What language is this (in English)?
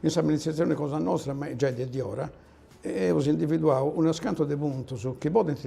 Sardinian